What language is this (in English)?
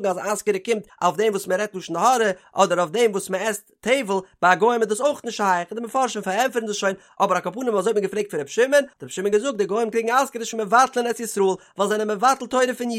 Yiddish